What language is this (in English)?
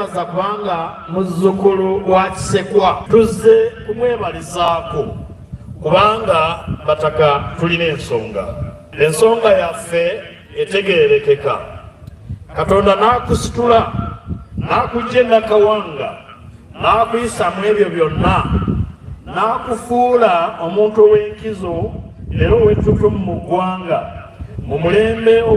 Ganda